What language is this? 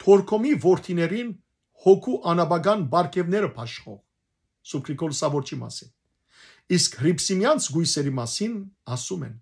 Western Armenian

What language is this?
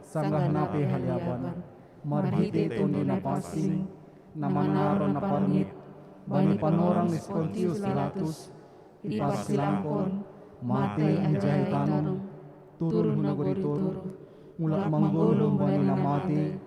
Batak Simalungun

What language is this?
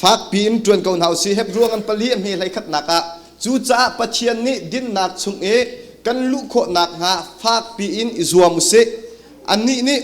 Hakha Chin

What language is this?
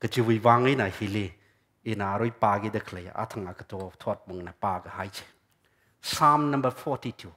Tangkhul Naga (India)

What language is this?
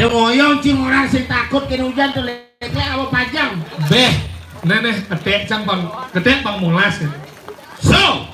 Balinese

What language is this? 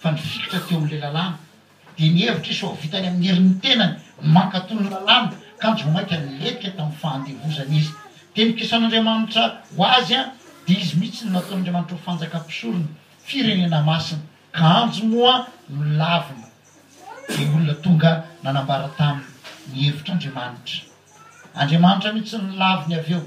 Malagasy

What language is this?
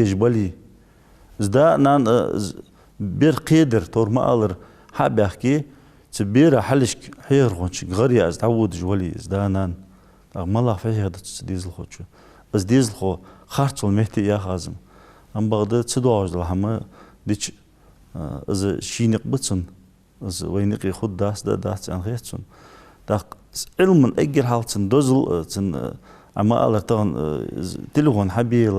Ingush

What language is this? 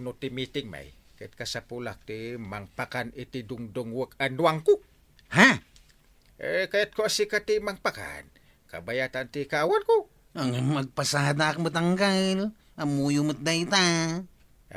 Iloko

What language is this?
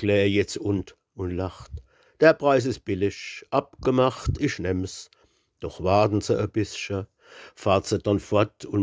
Palatine German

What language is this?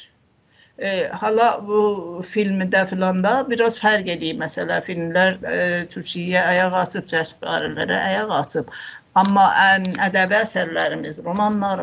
South Azerbaijani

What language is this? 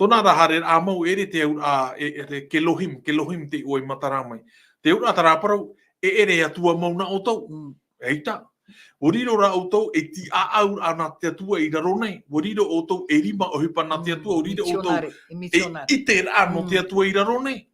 Tahitian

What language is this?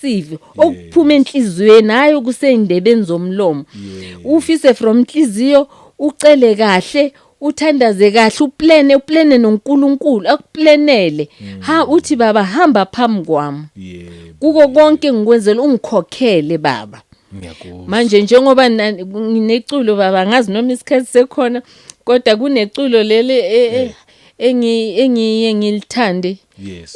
Zulu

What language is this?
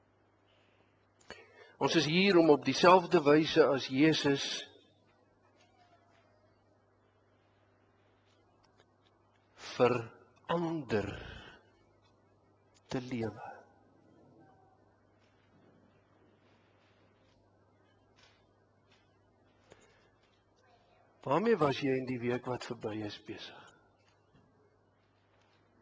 Afrikaans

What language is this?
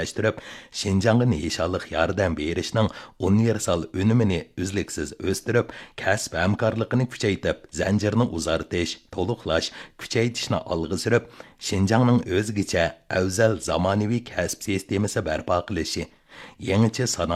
Uyghur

